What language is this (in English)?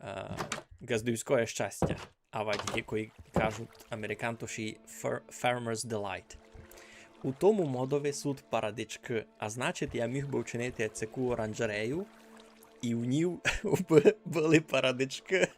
Rusyn